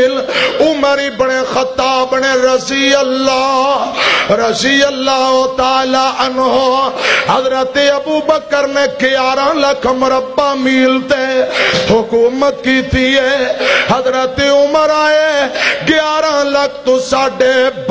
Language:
Western Panjabi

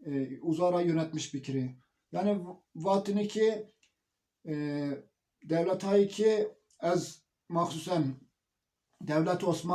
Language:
Zaza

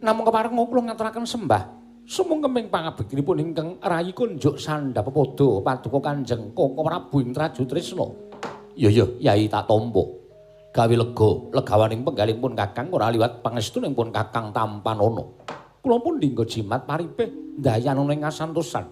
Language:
Javanese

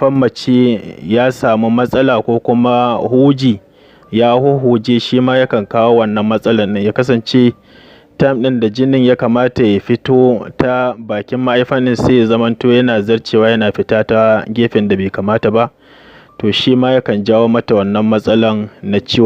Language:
Hausa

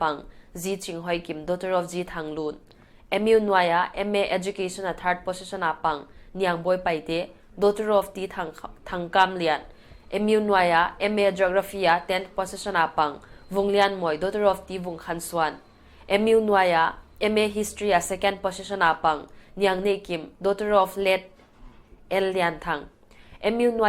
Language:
Paite Chin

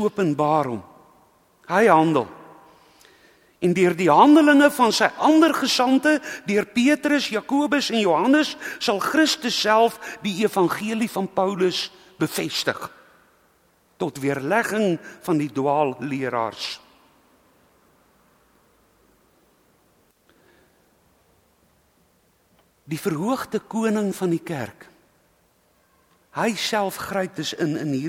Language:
Afrikaans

